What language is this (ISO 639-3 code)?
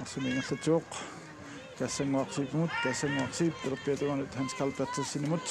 kal